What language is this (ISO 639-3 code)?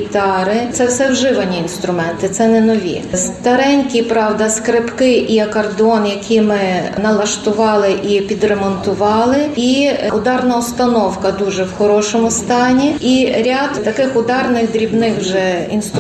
ukr